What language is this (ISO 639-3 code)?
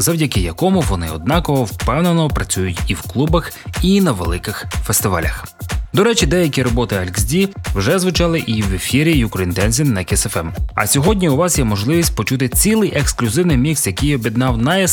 ukr